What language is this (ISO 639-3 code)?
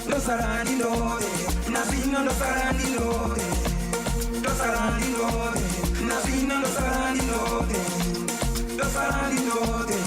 ven